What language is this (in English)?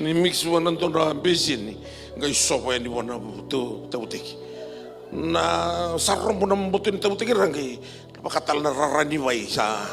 Fijian